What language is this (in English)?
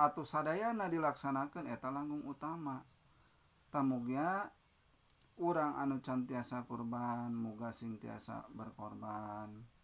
Sundanese